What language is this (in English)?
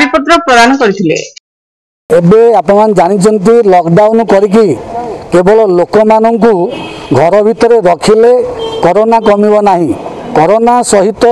Odia